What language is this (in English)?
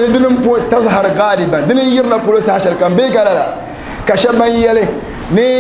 Dagbani